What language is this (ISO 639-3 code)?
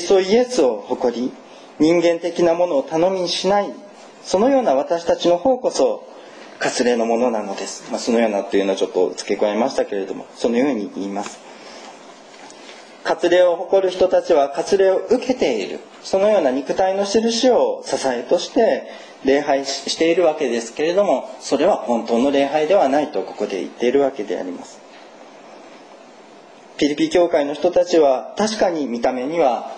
jpn